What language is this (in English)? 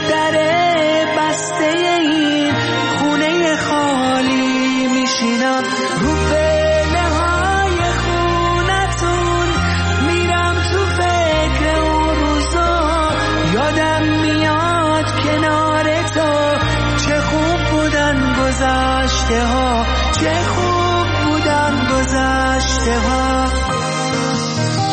Persian